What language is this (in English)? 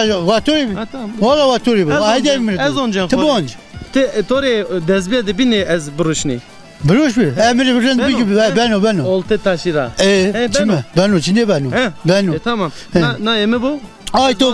Zaza